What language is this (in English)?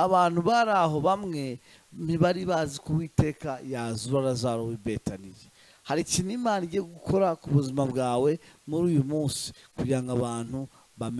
Kinyarwanda